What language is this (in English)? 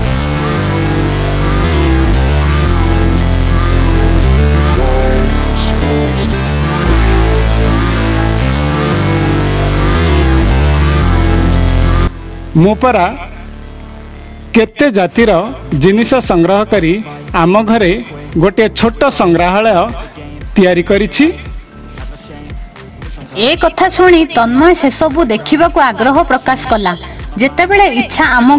Odia